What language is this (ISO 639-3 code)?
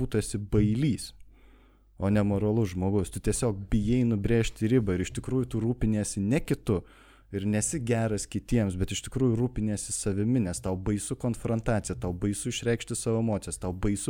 lit